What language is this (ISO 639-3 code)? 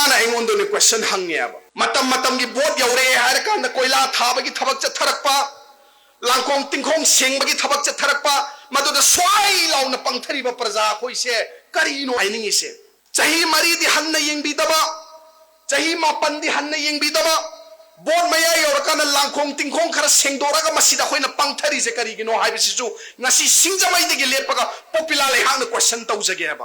mni